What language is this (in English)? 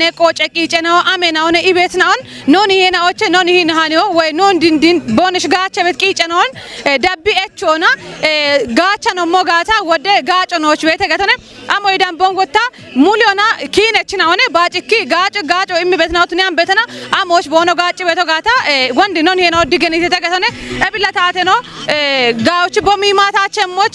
Kafa